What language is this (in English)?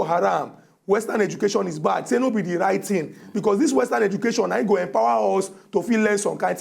Nigerian Pidgin